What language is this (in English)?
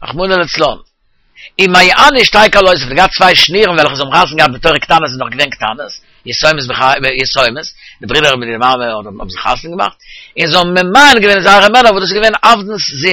Yiddish